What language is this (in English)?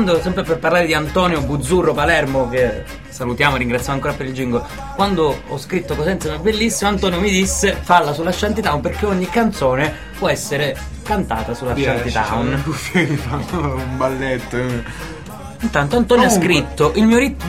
Italian